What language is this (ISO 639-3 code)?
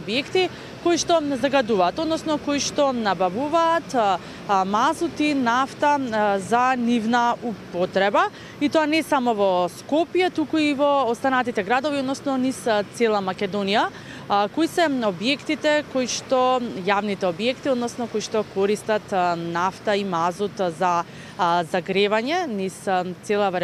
mkd